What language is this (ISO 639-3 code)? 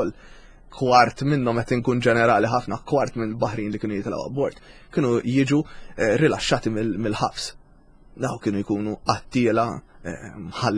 mlt